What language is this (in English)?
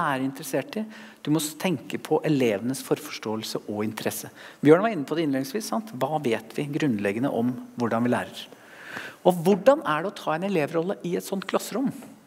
Norwegian